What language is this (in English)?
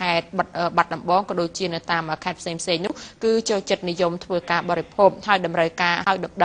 Khmer